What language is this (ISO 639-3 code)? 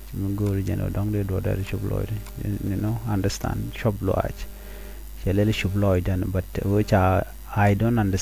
nus